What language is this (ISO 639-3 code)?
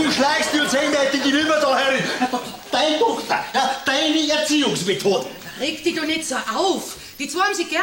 bar